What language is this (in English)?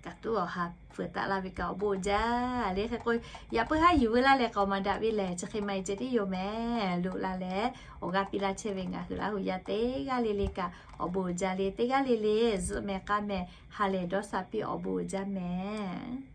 Lahu